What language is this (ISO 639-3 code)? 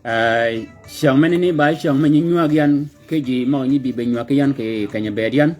shk